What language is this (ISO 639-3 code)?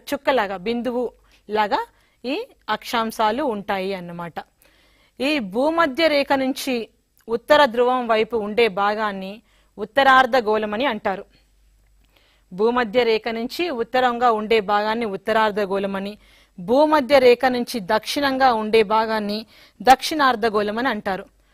tel